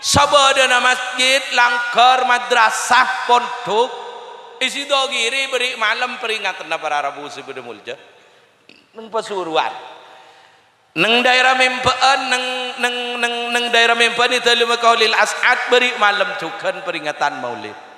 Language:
Madurese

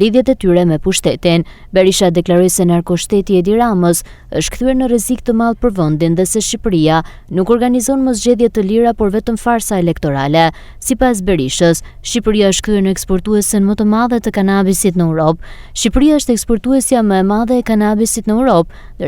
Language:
Albanian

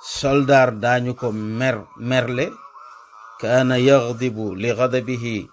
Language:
Wolof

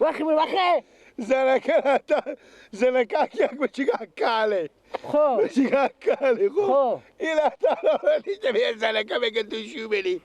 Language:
Persian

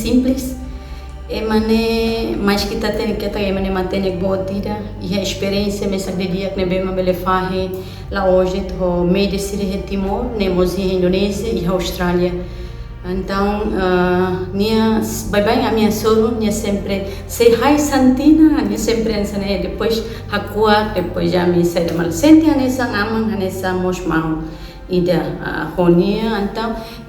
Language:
Tetum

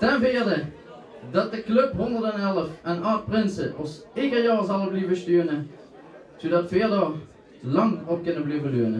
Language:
Limburgish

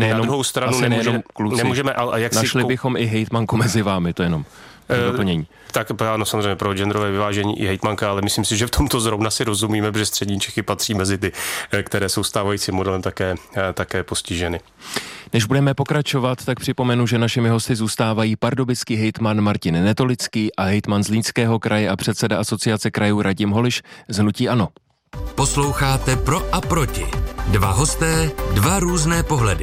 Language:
Czech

